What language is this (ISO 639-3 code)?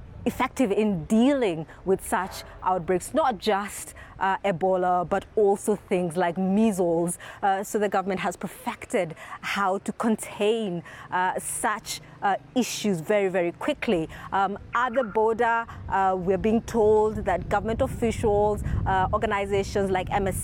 eng